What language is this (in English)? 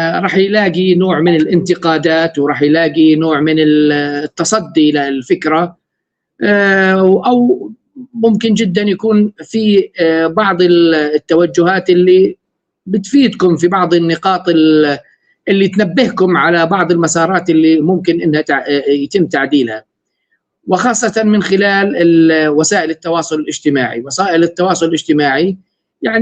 North Levantine Arabic